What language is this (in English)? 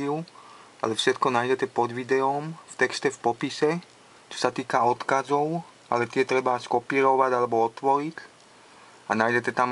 Slovak